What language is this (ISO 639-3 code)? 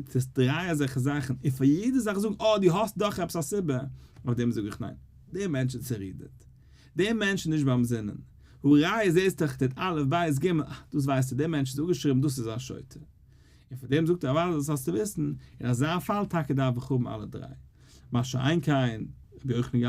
yid